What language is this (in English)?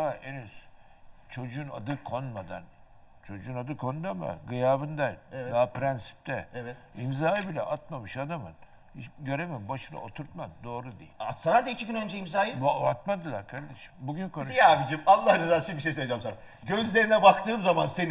Turkish